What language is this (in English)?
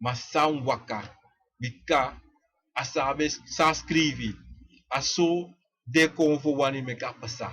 Sranan Tongo